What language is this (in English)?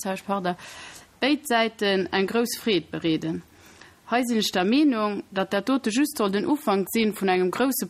Luxembourgish